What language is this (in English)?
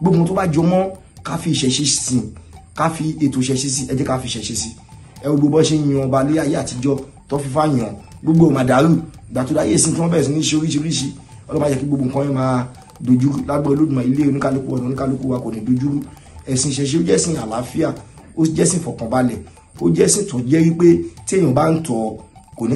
Yoruba